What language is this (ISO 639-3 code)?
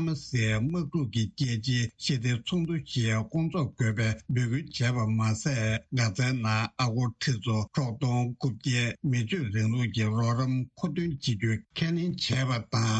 bod